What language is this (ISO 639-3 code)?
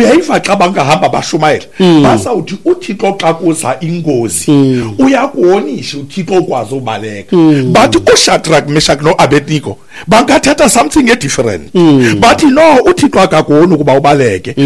xho